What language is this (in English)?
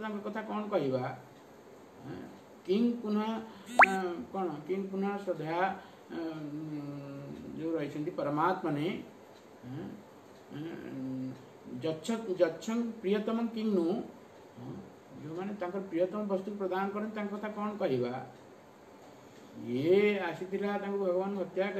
Odia